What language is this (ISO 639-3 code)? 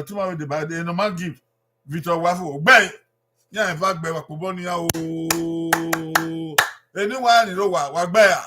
bin